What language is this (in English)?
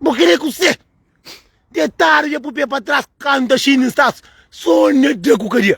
Kabuverdianu